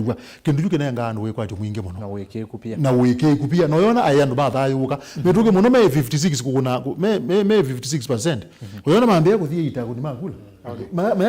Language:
Kamba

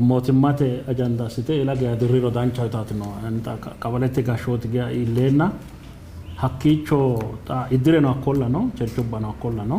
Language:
Sidamo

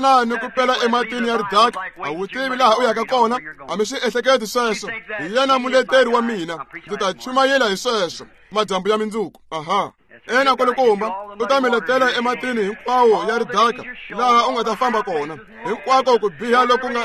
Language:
Tsonga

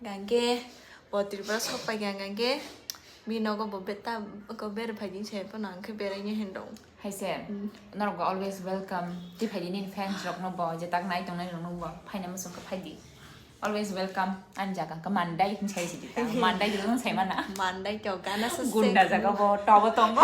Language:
Kok Borok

